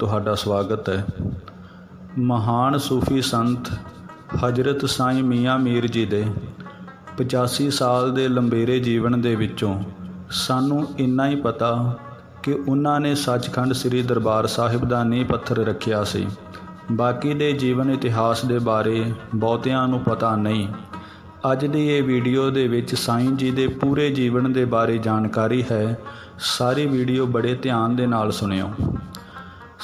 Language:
Punjabi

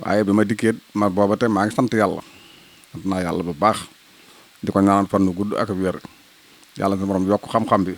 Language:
Wolof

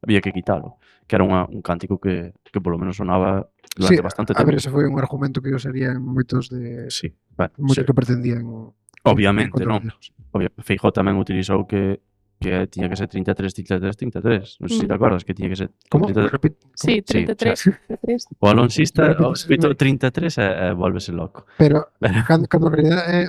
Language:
Galician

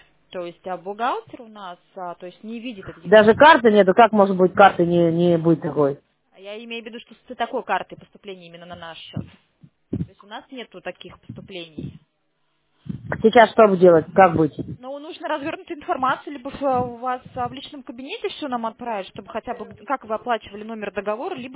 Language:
Russian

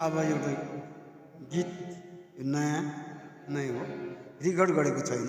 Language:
Nepali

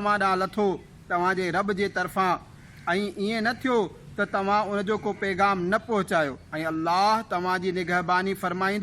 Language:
Sindhi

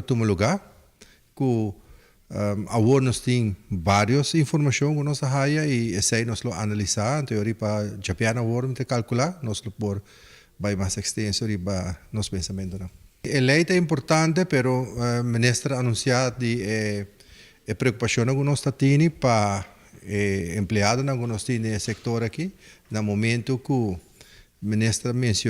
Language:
Papiamento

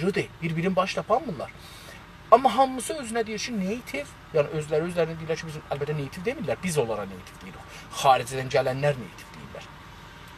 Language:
South Azerbaijani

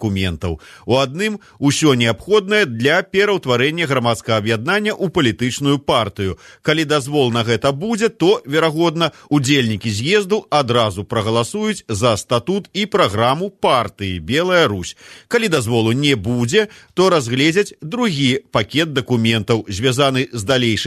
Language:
Belarusian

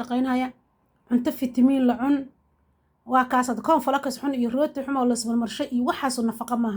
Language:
Somali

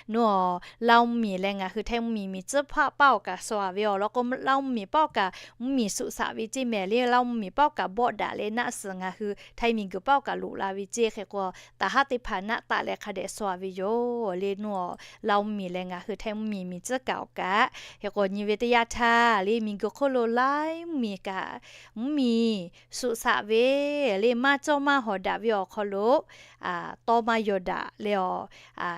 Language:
Lahu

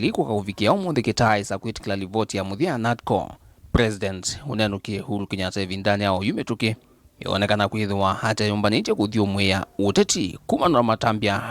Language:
Kamba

